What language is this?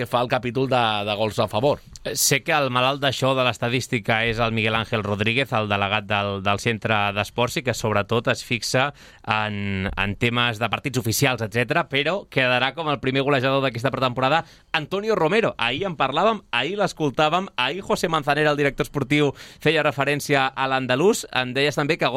Catalan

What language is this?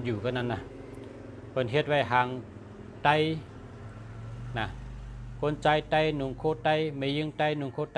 Shan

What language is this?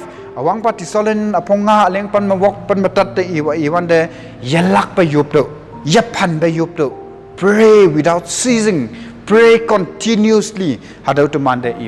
Konyak Naga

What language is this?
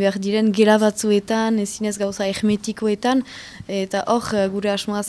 Basque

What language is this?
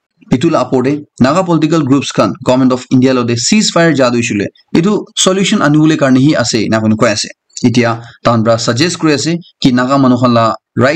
Naga Pidgin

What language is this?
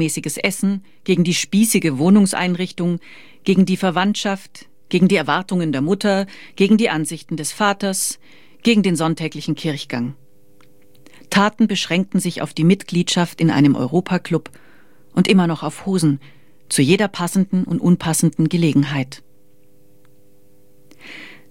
German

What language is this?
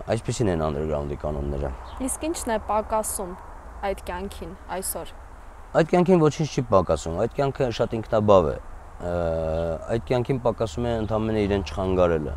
Armenian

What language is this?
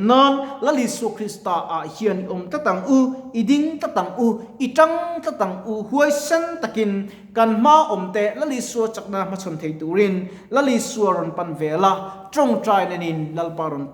Mizo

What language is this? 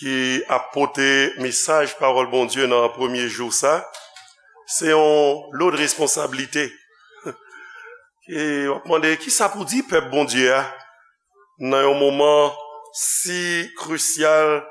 Haitian Creole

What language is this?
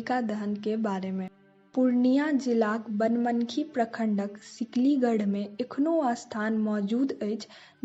Maithili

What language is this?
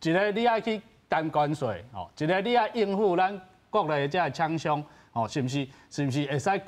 Min Nan Chinese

